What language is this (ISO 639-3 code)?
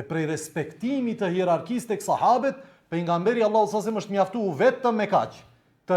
sqi